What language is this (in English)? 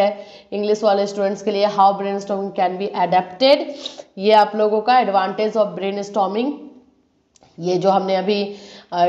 Hindi